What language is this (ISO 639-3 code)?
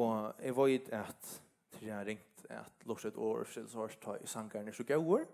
fao